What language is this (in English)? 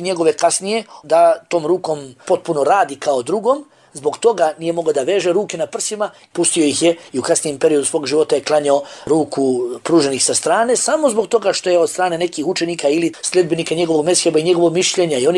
Bosnian